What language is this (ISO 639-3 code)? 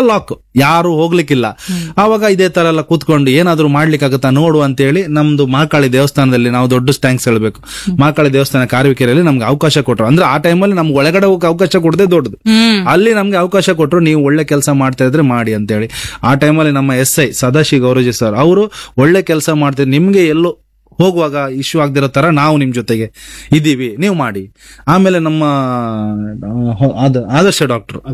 kan